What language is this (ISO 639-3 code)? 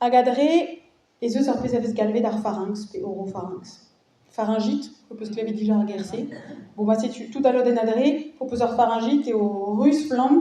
bre